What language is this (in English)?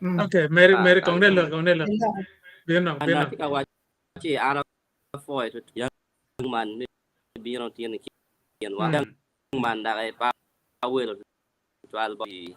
Acoli